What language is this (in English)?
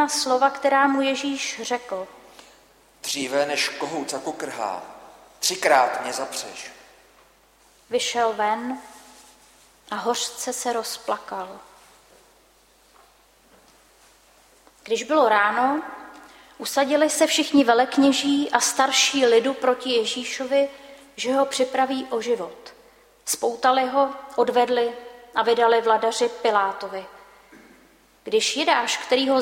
Czech